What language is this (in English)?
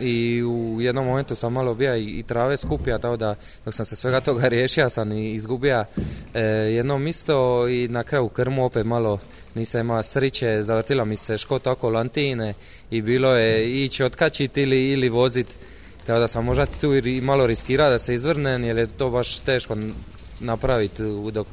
Croatian